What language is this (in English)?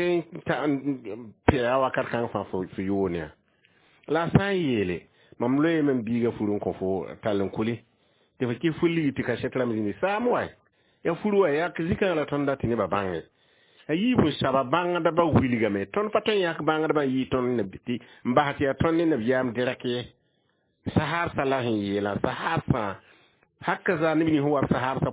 Mossi